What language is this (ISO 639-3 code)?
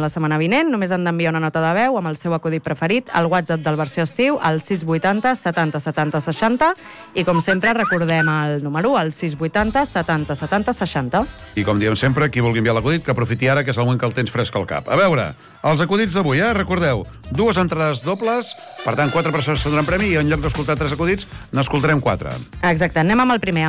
cat